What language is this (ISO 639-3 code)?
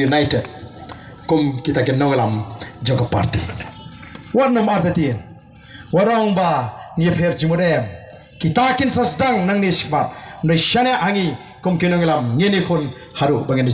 kha